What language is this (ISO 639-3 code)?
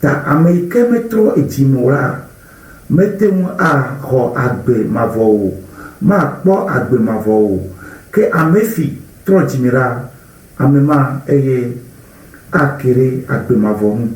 ewe